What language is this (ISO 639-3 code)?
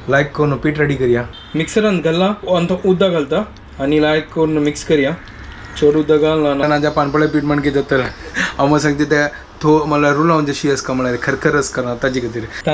kok